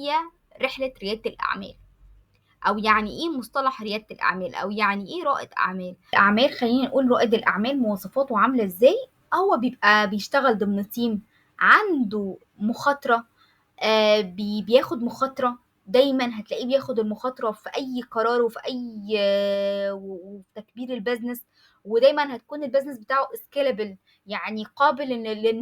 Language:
Egyptian Arabic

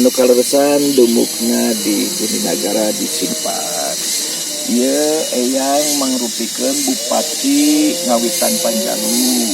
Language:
Sundanese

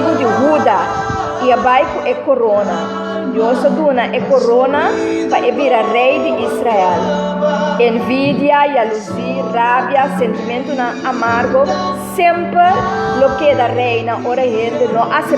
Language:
Papiamento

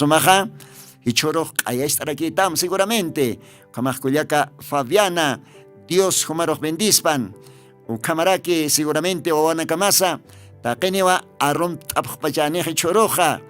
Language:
Aymara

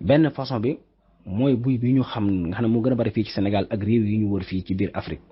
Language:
Wolof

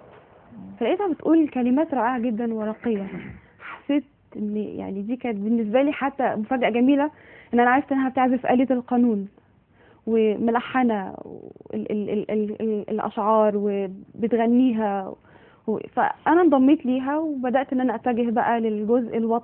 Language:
Egyptian Arabic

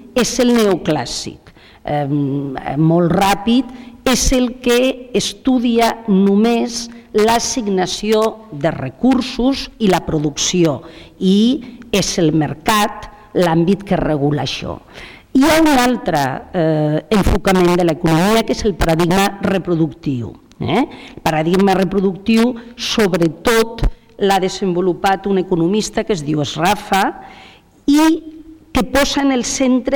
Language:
Catalan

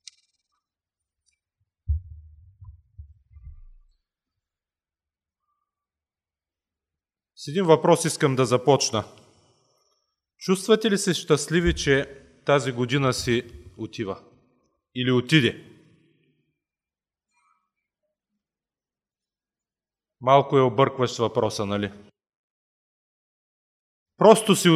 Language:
Bulgarian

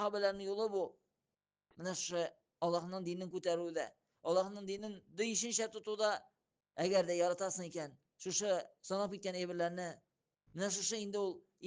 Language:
Tatar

